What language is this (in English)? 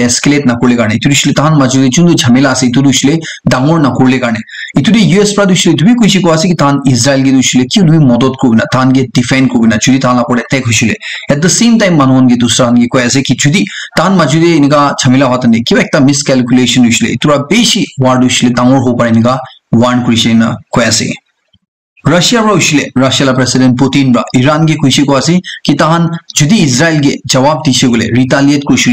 Naga Pidgin